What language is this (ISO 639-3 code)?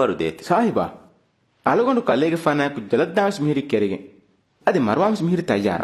div